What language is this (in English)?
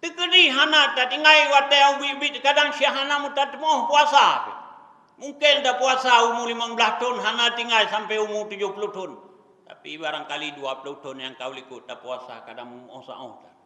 Achinese